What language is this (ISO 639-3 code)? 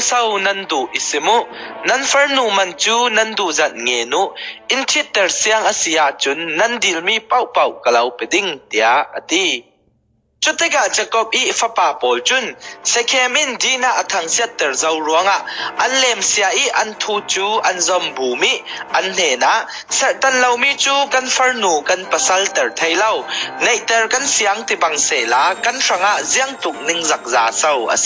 cfm